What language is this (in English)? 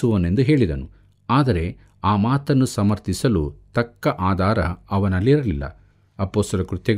Kannada